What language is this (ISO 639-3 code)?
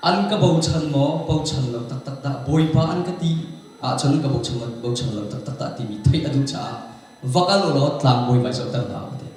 cnh